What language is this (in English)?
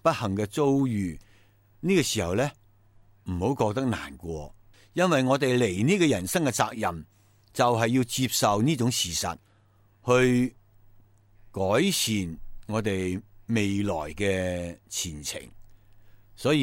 Cantonese